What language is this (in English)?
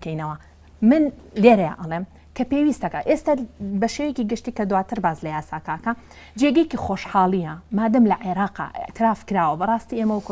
Central Kurdish